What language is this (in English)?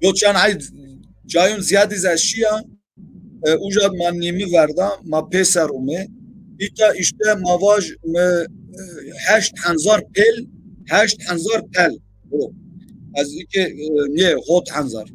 Zaza